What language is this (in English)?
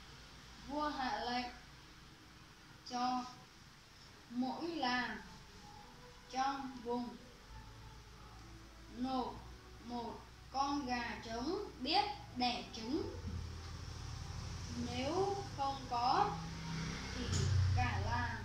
Vietnamese